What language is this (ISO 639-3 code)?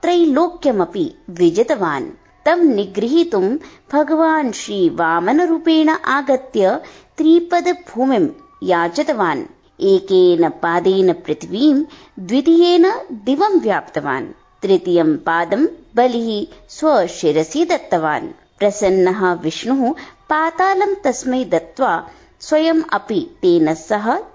san